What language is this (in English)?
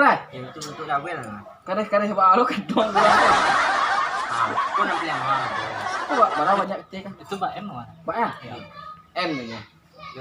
Minangkabau